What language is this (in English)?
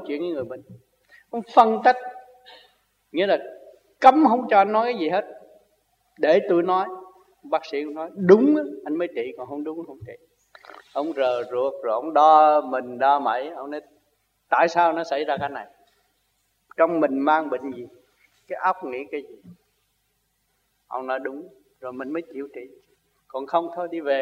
Vietnamese